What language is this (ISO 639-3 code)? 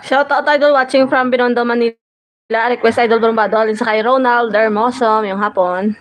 hil